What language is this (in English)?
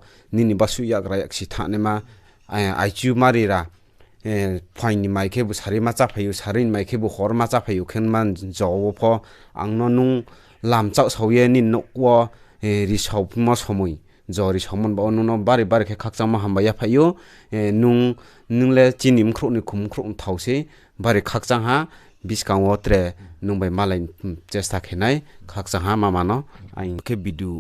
Riang (India)